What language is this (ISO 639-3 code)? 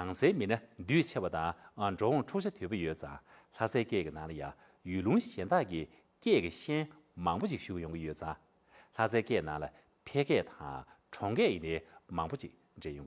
bod